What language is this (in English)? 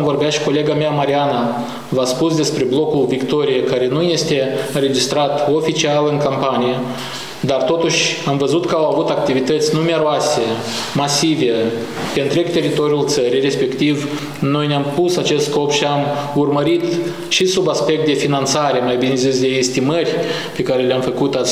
Romanian